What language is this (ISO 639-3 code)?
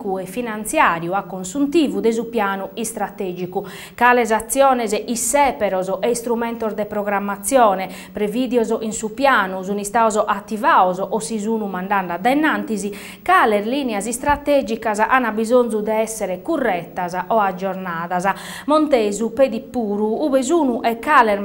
srd